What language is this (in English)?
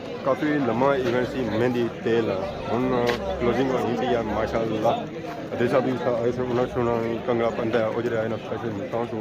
Pahari-Potwari